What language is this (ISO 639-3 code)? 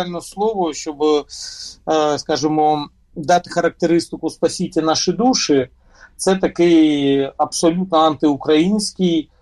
ukr